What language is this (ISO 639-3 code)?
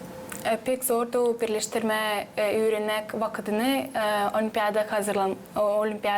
gag